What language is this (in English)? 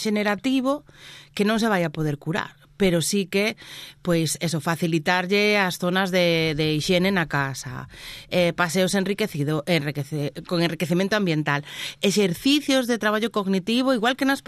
Galician